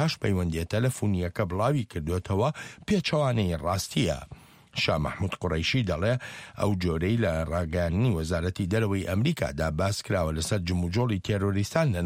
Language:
Central Kurdish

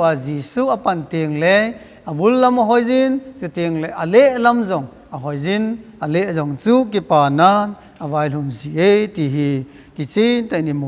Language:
Thado Chin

